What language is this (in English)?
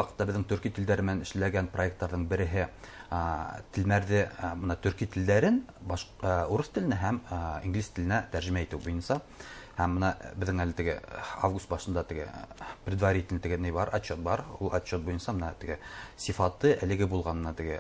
Bashkir